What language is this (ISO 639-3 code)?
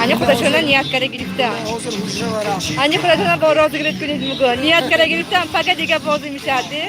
tgk